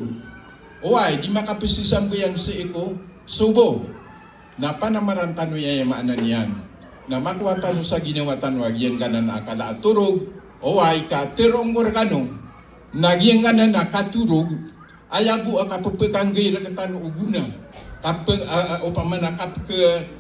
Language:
Maranao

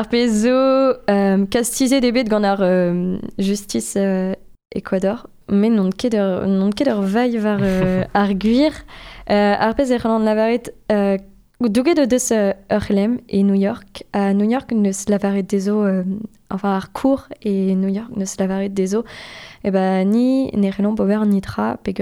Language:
Breton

